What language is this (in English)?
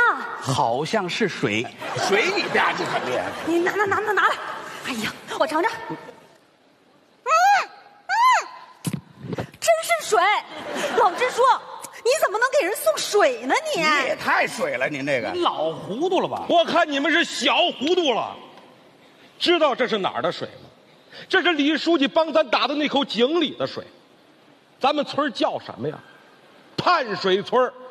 Chinese